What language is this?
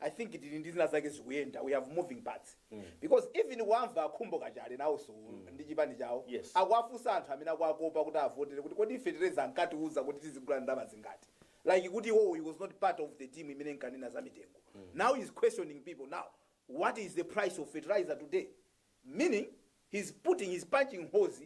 Nyanja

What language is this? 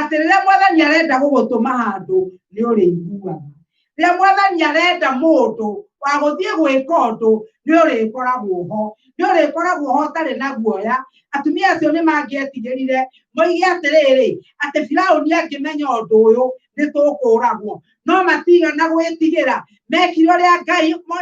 Kikuyu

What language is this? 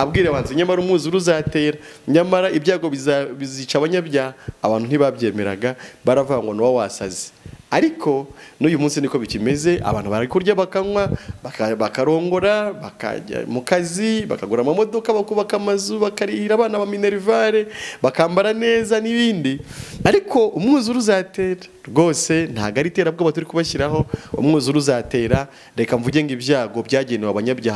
Kinyarwanda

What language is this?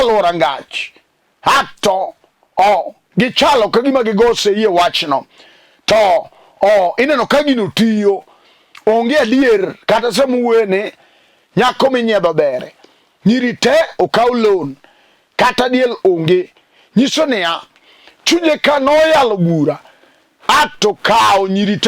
Luo (Kenya and Tanzania)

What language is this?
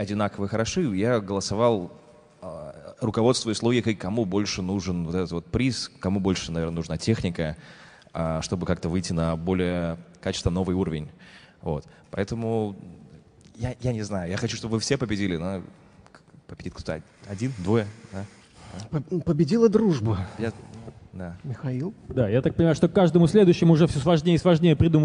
Russian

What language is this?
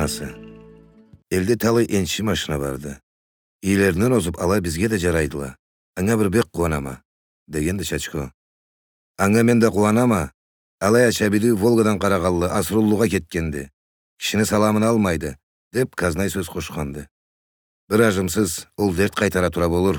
Karachay-Balkar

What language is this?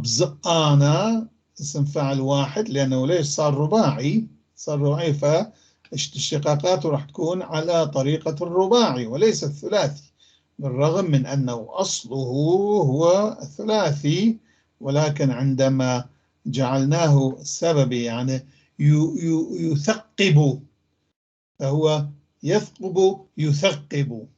North Levantine Arabic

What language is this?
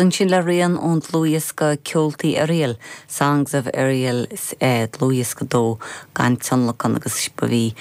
Irish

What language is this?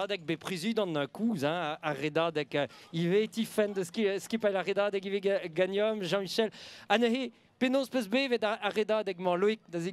Breton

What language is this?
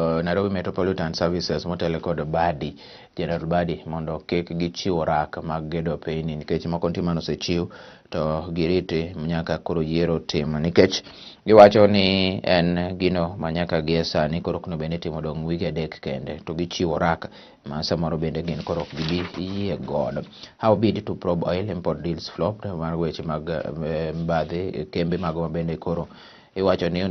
Luo (Kenya and Tanzania)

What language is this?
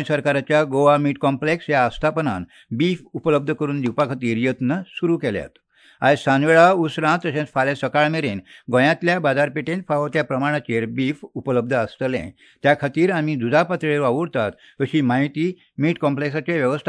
Konkani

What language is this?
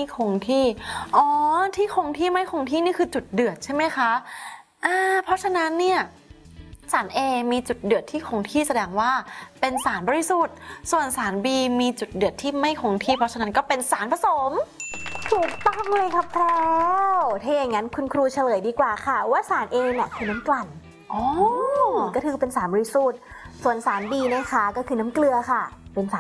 Thai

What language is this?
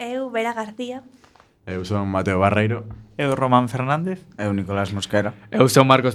Galician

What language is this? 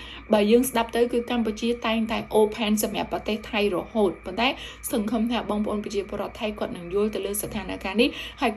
Khmer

